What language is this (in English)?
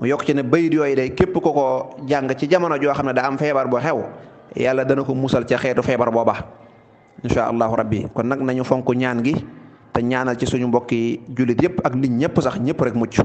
Wolof